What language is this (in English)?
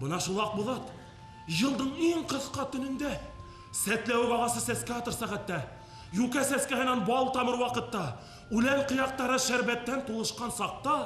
Bashkir